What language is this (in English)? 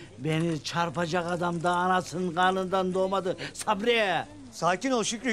Turkish